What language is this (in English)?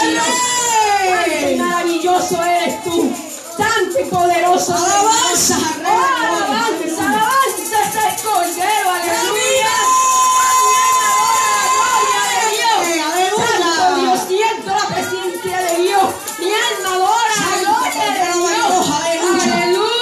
Spanish